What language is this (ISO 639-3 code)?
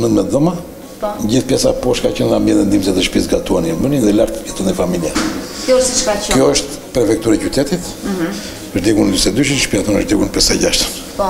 sqi